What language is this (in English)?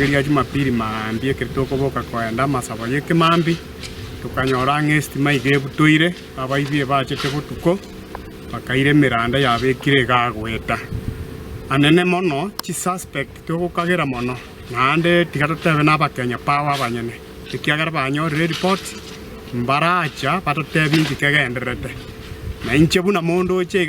Gusii